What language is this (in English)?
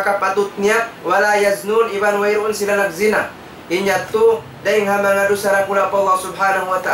Tausug